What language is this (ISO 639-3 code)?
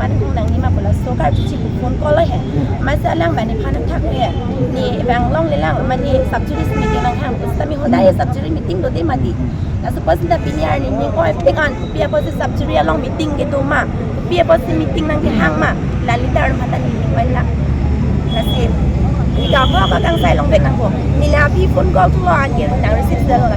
mjw